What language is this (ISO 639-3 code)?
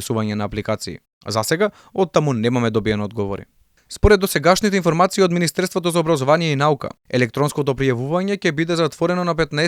mkd